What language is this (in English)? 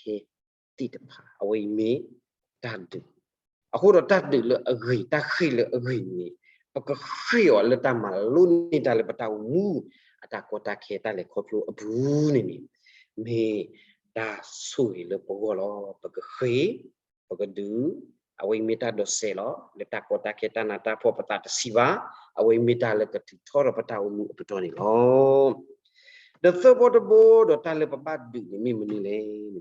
S'gaw Karen